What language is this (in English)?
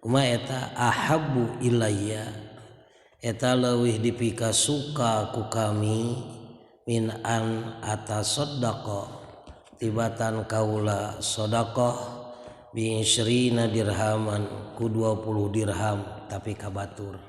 Sundanese